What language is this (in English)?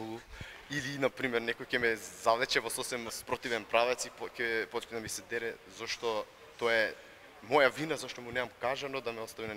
Macedonian